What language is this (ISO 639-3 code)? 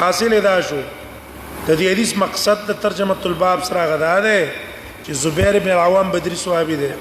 pus